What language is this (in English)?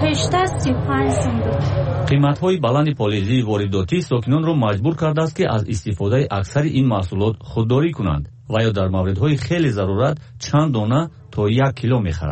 Tajik